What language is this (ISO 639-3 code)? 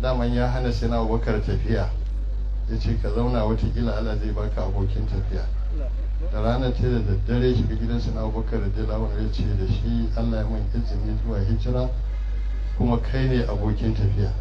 hau